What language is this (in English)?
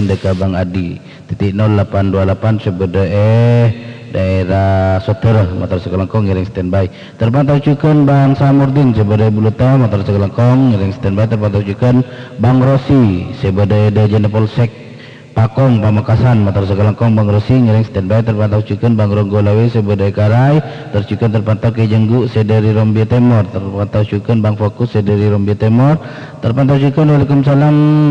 Madurese